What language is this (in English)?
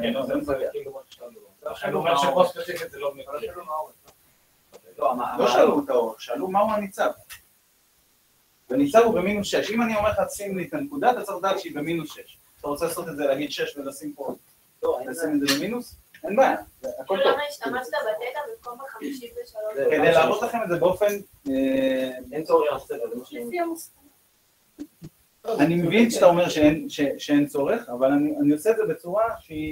Hebrew